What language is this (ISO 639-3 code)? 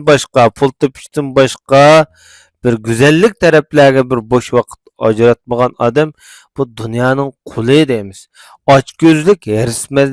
uig